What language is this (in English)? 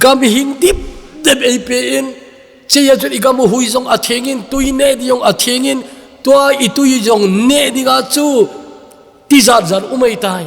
Thado Chin